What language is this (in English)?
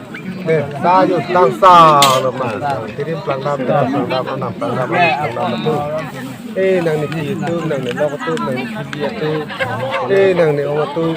Karbi